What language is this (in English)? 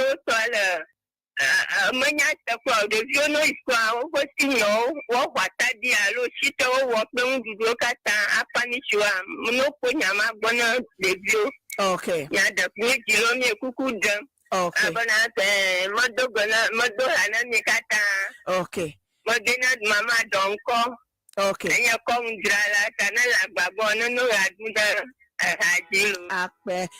Ewe